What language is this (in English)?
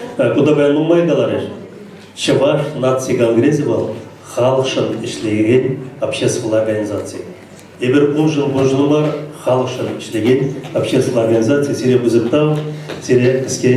Chuvash